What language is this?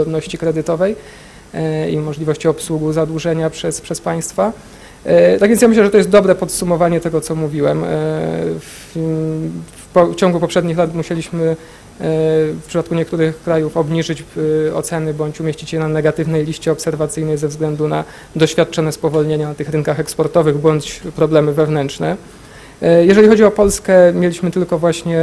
Polish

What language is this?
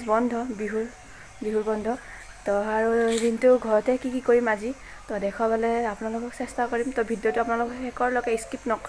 Assamese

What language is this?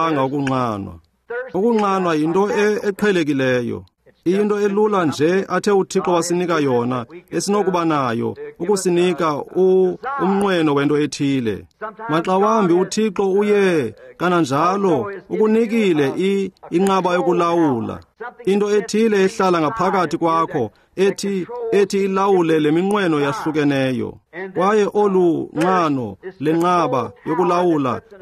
Xhosa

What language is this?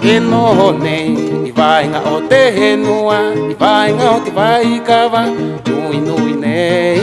Rapanui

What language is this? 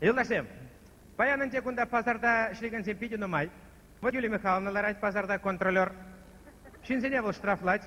Chuvash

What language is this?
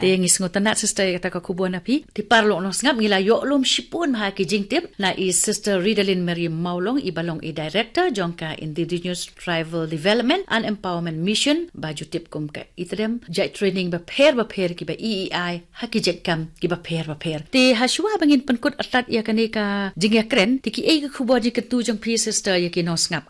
Khasi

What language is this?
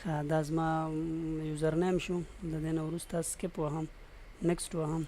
Pashto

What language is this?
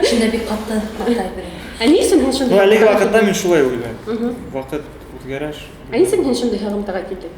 Bashkir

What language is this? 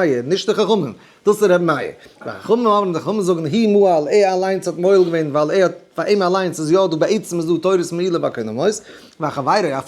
Yiddish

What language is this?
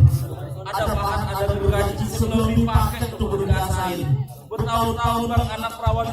Betawi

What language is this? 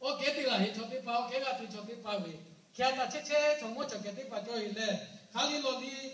Lahu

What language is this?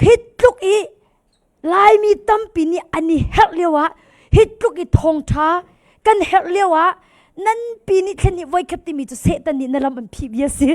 Hakha Chin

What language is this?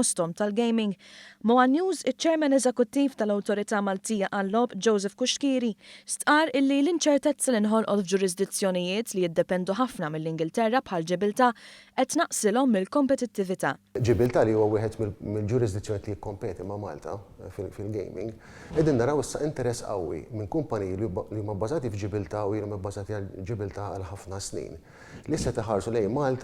Maltese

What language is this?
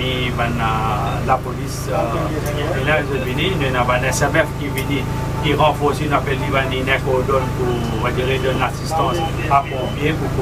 Morisyen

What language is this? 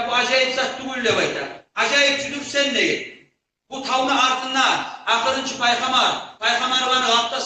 Kumyk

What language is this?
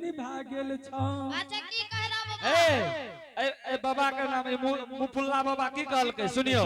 Angika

